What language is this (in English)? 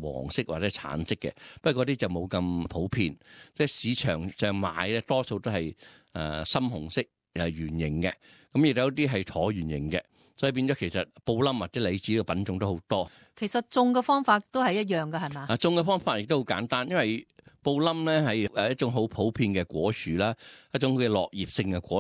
Cantonese